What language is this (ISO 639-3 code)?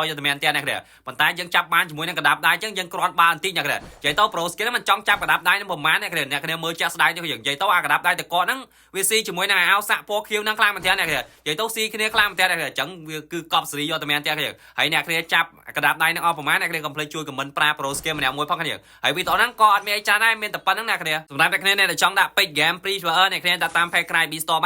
khm